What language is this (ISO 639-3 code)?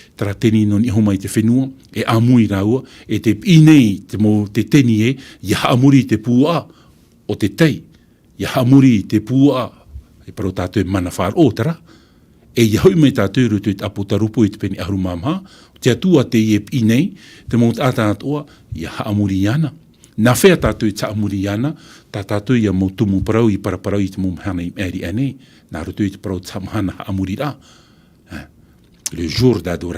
tah